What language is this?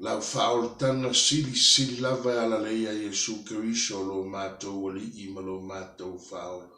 Samoan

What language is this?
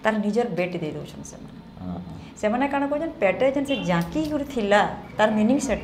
Sambalpuri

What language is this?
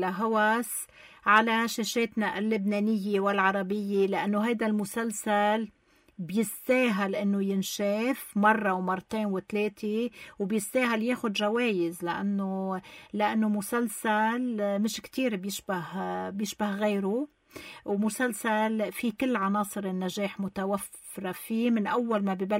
North Levantine Arabic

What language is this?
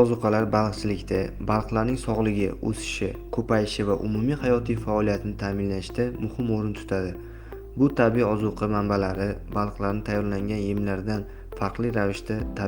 Uzbek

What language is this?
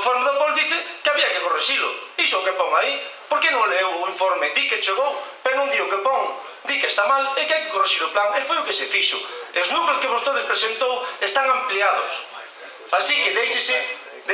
Galician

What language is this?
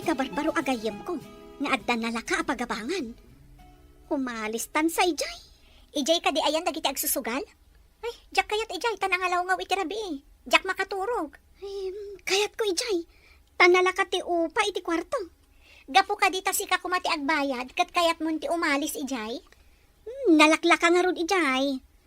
Iloko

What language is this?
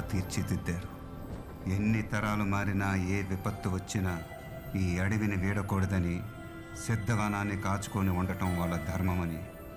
Telugu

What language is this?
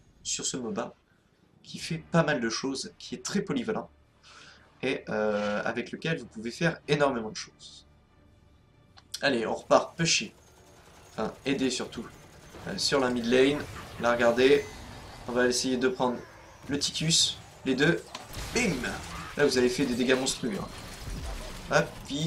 French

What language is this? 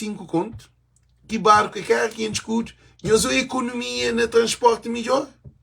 Kabuverdianu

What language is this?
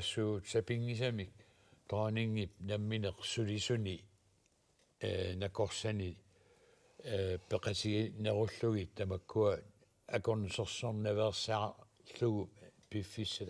Kalaallisut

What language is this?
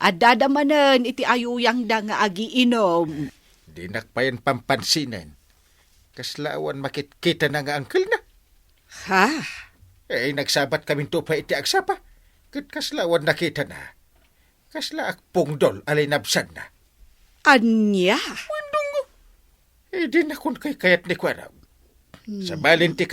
Iloko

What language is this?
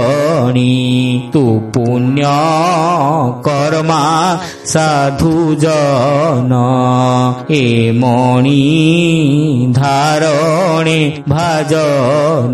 Odia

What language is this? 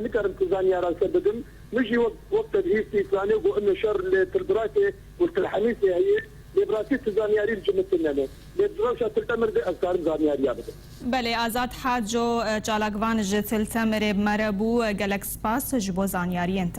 Kurdish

